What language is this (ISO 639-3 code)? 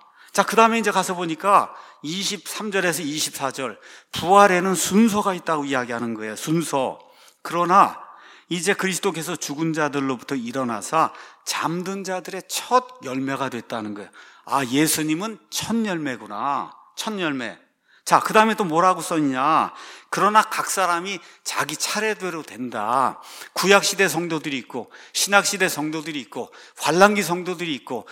kor